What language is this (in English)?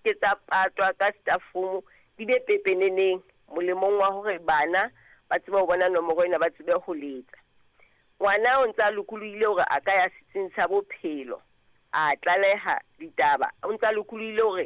Southern Sotho